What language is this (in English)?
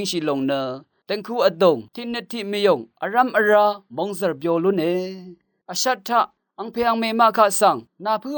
Rawang